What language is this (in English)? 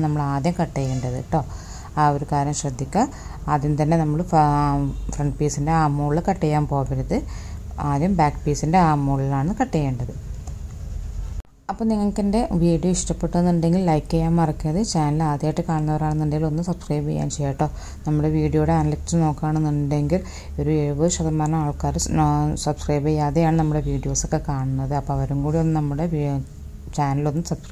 Malayalam